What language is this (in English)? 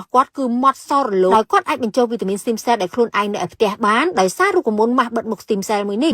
Khmer